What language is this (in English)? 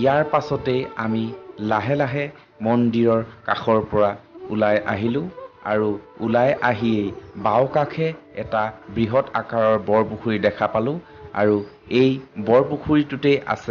Assamese